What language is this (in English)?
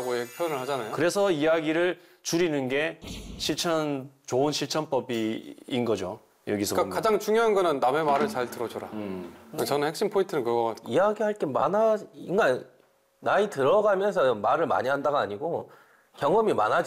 Korean